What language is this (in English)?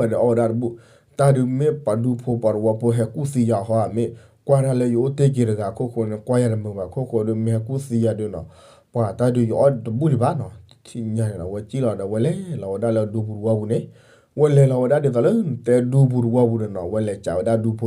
S'gaw Karen